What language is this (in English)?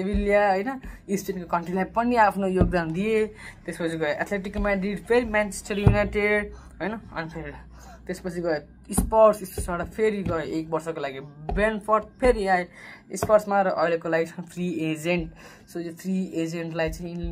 Nepali